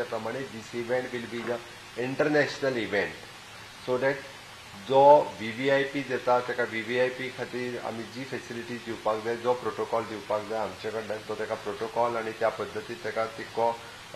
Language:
Konkani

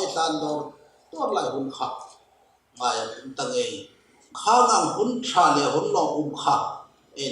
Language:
Hmar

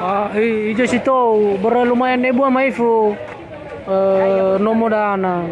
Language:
Nias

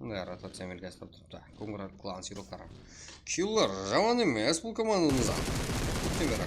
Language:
Kara-Kalpak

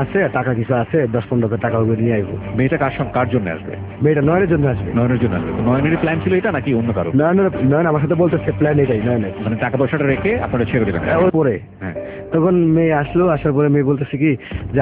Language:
Bangla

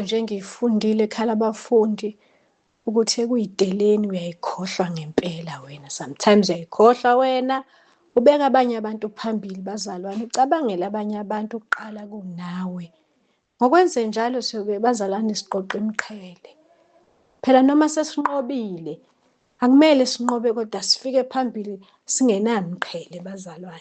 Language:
Zulu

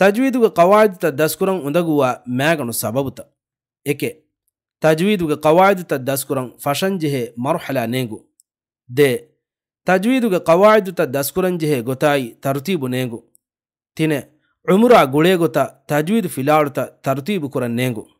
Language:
Divehi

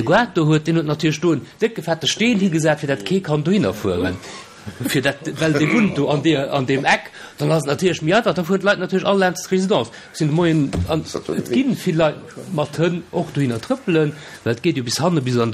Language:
Luxembourgish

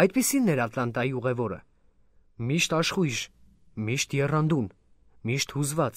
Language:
Armenian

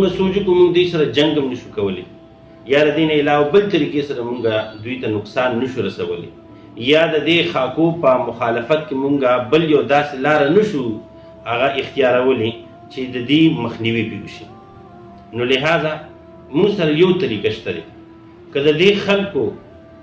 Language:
Pashto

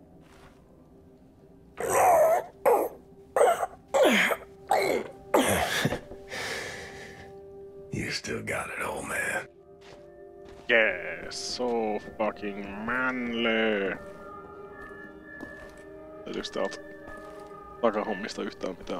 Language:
Finnish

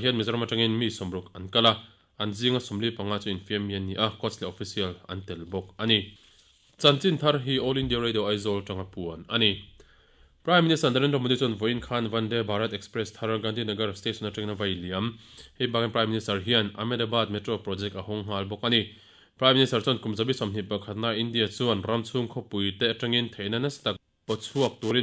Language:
Mizo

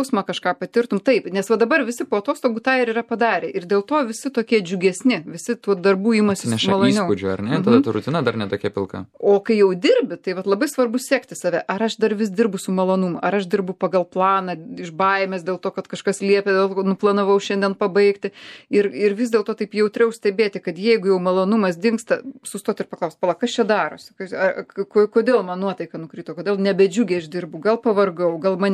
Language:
Lithuanian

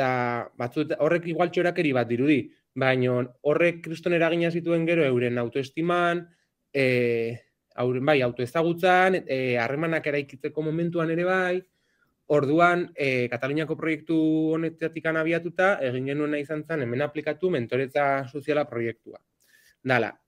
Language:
Basque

